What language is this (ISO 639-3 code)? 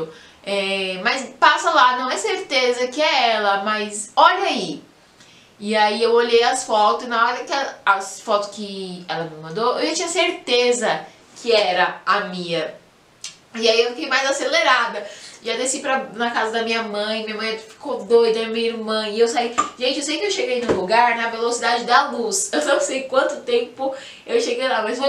por